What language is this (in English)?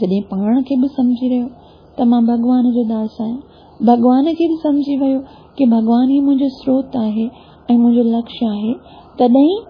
Sindhi